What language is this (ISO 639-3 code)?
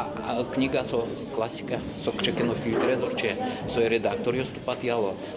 udm